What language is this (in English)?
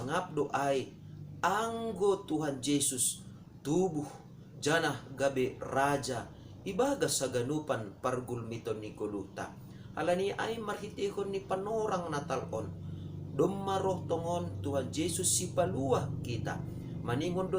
Batak Simalungun